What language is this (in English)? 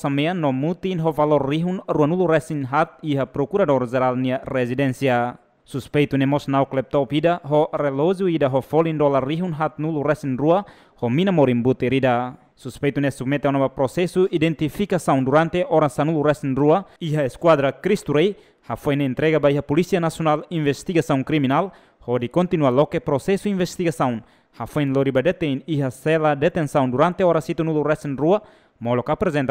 Tetum